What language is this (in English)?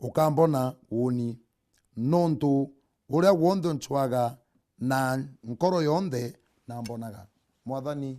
Meru